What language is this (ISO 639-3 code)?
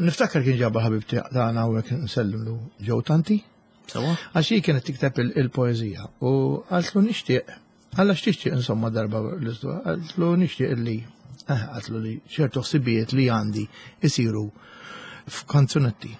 mlt